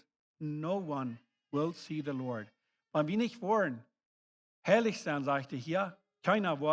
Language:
Plautdietsch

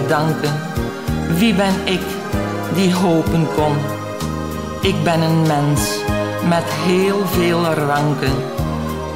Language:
Dutch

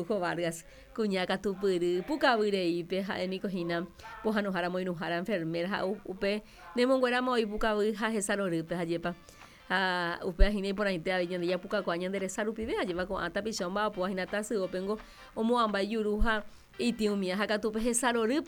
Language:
Guarani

